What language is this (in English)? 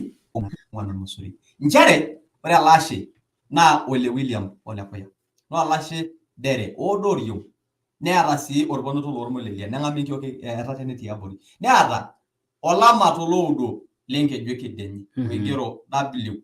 Masai